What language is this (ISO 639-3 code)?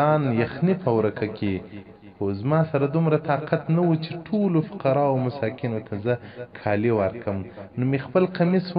pus